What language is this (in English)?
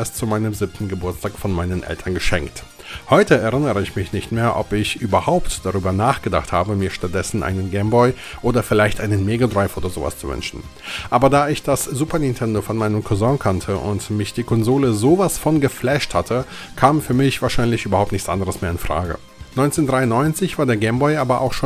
German